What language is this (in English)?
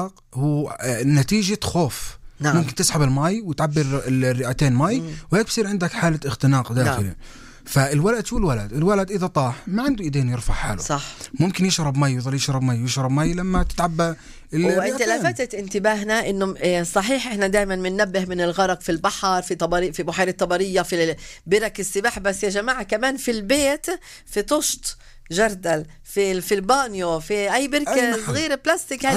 North Levantine Arabic